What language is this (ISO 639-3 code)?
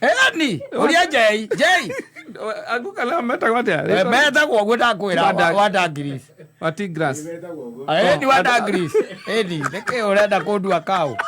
kik